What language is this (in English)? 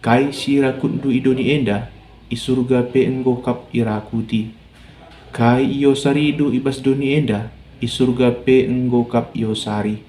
Batak Karo